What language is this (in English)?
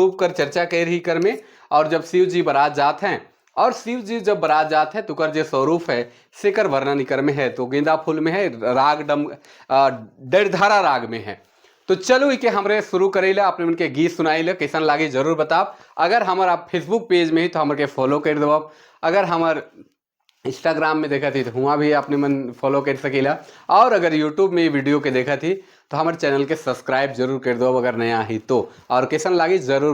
Sadri